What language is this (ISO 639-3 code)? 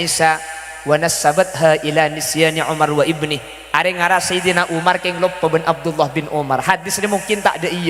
mad